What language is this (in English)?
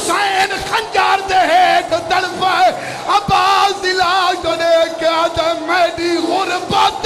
Saraiki